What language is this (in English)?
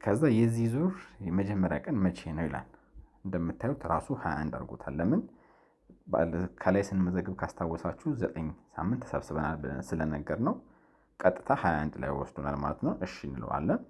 Amharic